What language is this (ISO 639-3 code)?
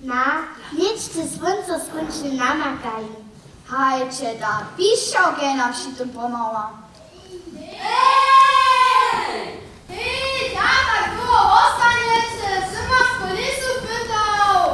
hsb